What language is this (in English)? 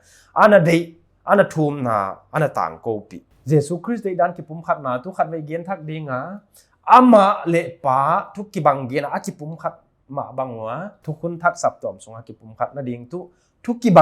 Paite Chin